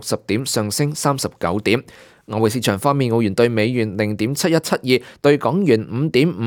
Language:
Cantonese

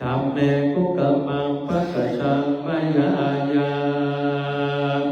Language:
Pali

